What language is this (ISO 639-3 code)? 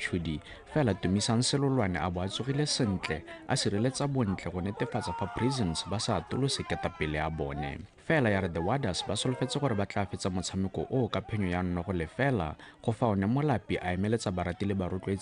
tsn